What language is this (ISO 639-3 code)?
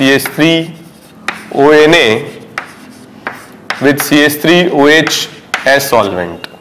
hin